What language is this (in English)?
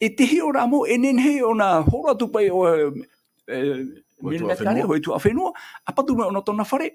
Tahitian